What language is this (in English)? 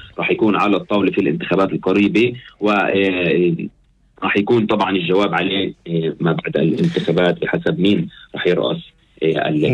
North Levantine Arabic